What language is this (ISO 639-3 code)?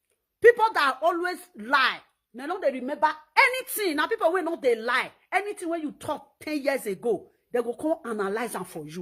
pcm